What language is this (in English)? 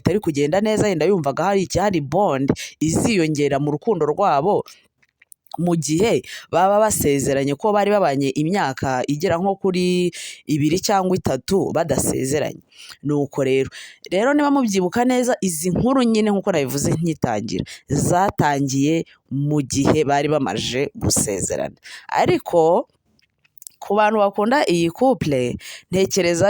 Kinyarwanda